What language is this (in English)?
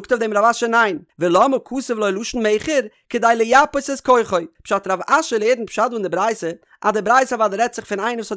Yiddish